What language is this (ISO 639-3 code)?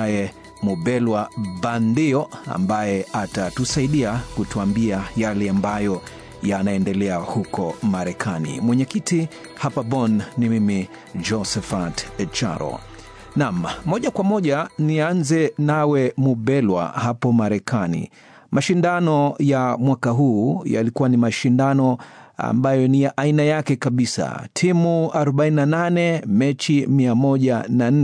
swa